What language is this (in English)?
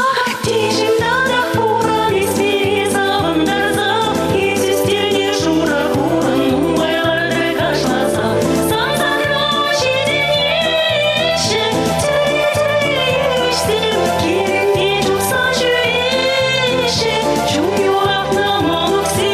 Chuvash